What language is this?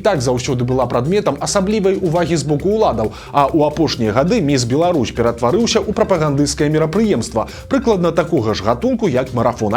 Belarusian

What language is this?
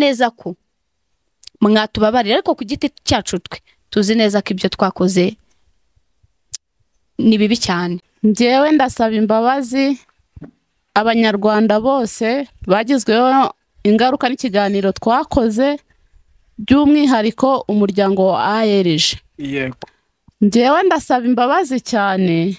Kinyarwanda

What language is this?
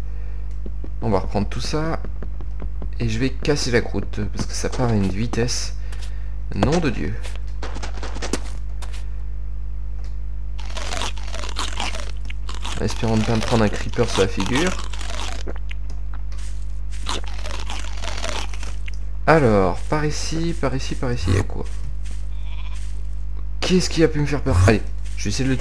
French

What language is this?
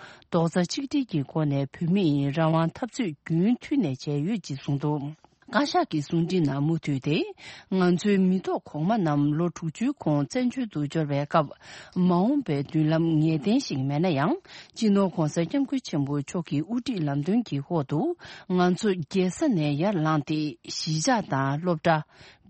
Tibetan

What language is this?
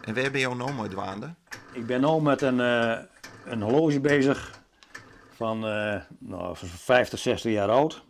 Western Frisian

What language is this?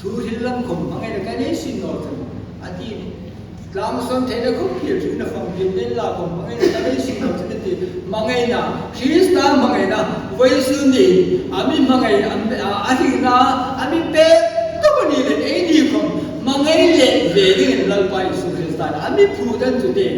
Hmar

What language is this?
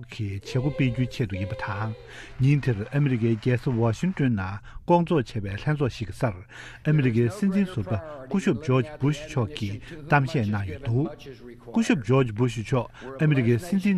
Tibetan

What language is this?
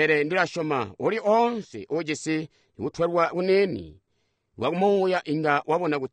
Tonga (Zambia)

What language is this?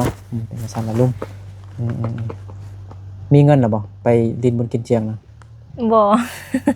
Lao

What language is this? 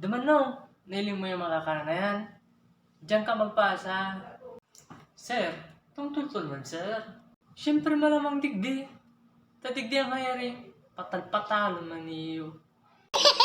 Bikol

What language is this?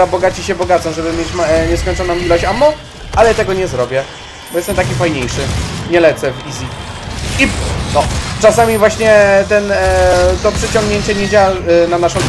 Polish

